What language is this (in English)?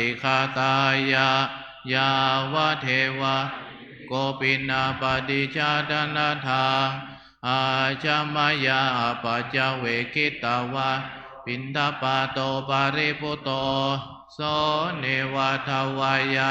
Pali